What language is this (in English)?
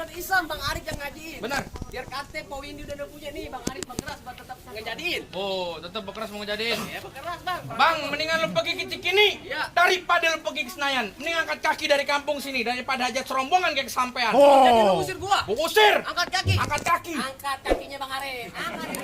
Betawi